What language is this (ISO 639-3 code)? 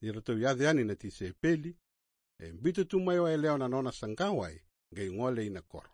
fij